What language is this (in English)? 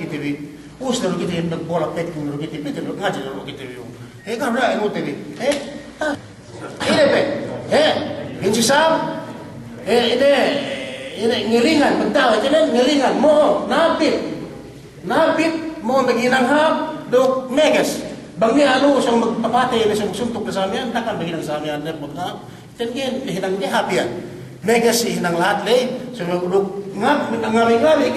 Yakan